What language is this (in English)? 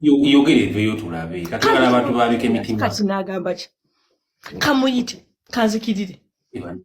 Ganda